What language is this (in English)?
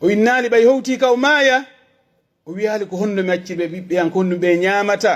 Pular